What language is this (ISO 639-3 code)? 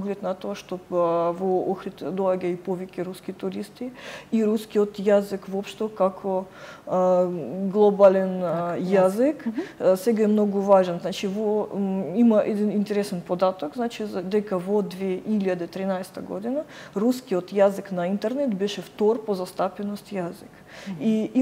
mkd